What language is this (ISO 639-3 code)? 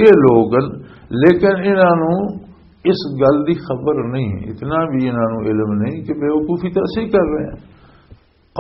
lah